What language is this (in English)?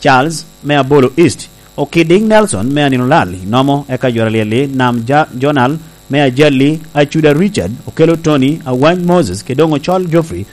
Lango (Uganda)